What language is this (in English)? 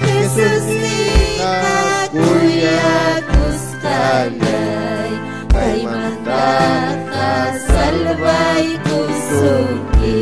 Ayacucho Quechua